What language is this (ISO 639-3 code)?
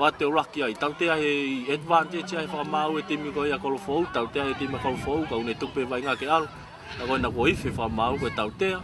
ton